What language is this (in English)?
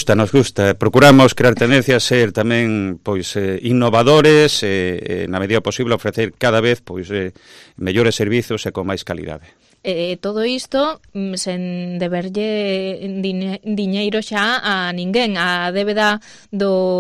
Galician